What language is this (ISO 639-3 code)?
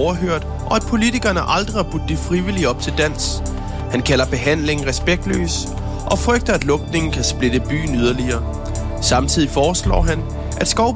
dan